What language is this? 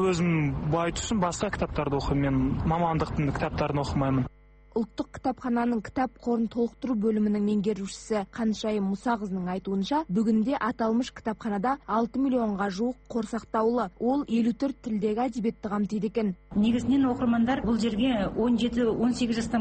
Kazakh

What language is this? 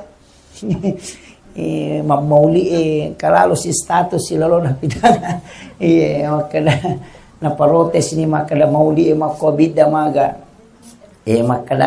Buginese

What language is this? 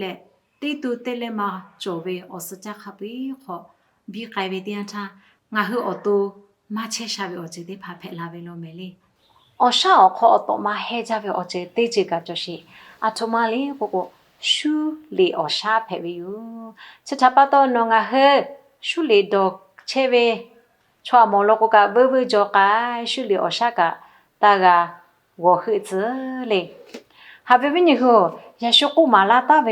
Lahu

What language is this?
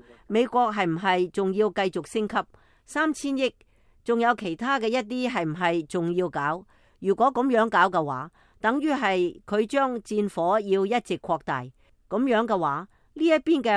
Cantonese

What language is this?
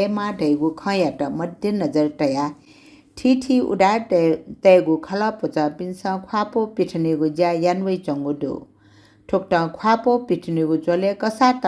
Newari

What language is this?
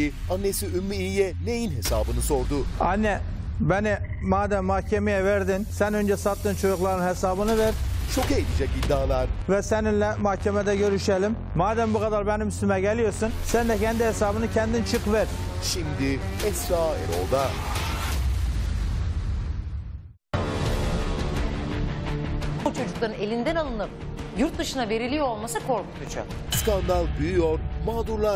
Turkish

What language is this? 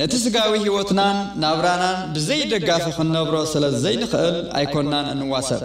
Tigrinya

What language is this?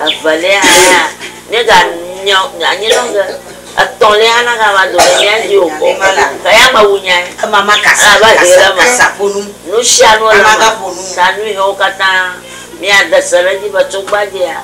Ewe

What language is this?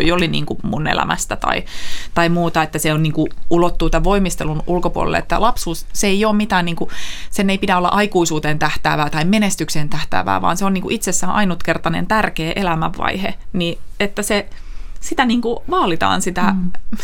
Finnish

